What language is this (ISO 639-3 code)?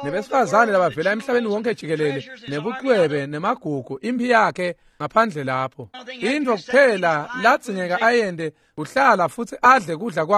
ssw